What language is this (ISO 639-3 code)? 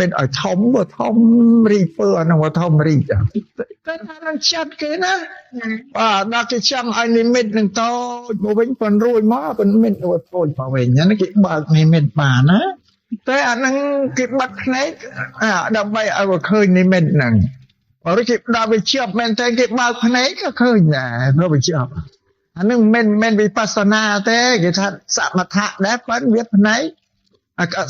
khm